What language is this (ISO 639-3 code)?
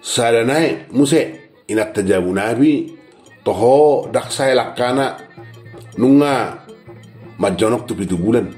bbc